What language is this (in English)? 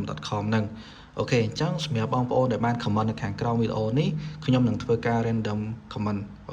Khmer